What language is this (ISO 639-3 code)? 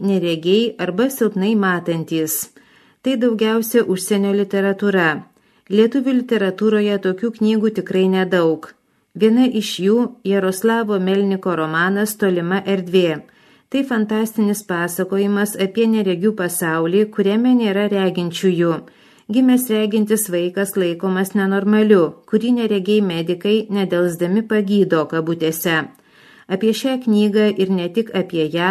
lit